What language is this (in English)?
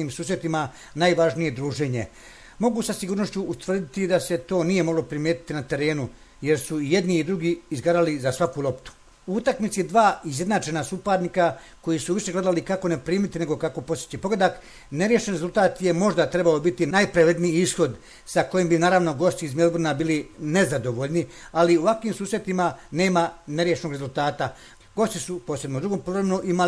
Croatian